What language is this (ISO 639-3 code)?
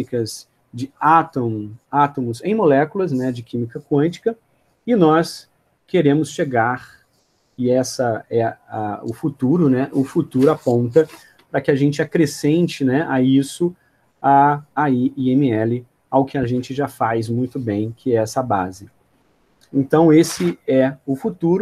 por